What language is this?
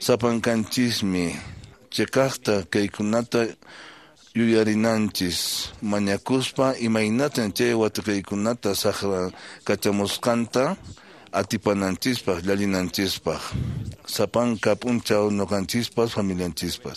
Quechua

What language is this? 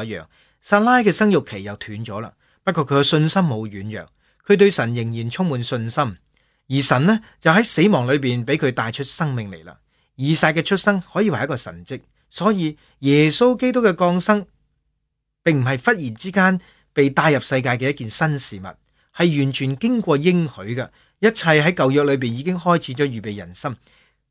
Cantonese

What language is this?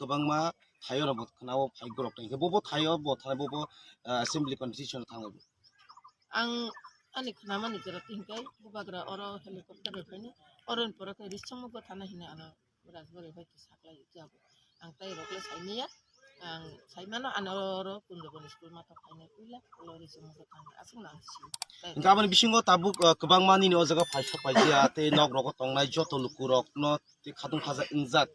Kok Borok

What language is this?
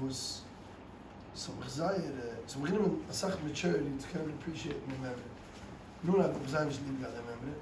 Yiddish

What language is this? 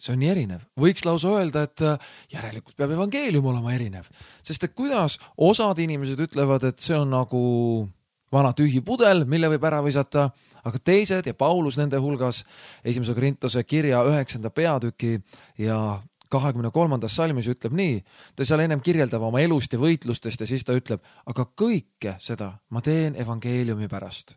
Estonian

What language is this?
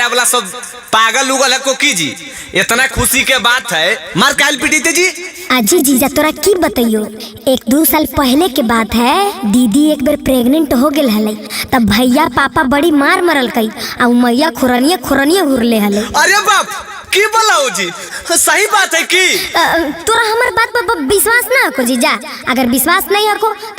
Magahi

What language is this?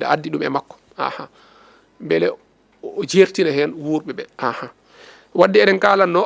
Fula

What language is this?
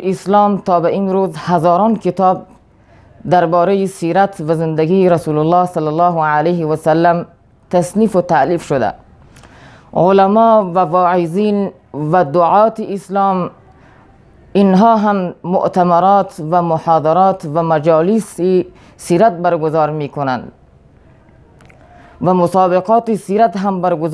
Persian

